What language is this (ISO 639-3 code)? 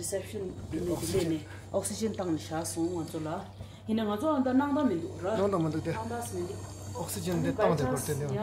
bod